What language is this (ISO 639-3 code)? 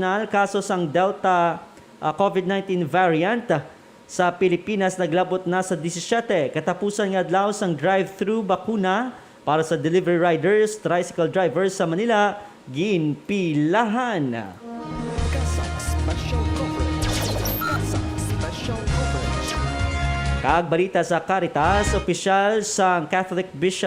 hil